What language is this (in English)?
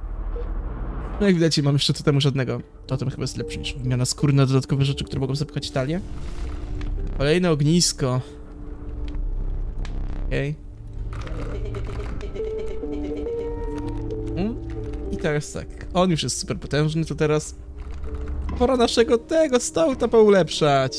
Polish